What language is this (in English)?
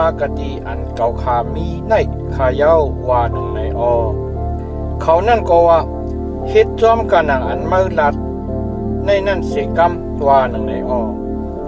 Shan